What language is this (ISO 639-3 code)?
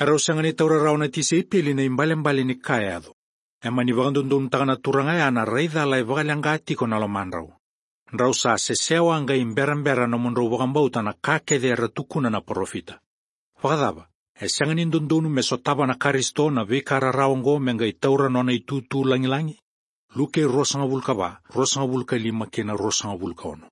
fij